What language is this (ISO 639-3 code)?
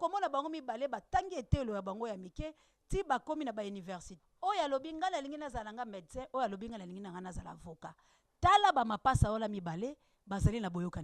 lin